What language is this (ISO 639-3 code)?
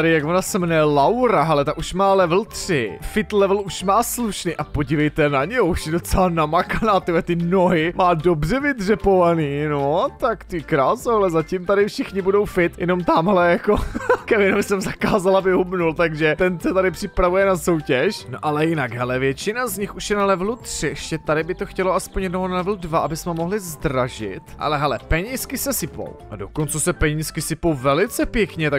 ces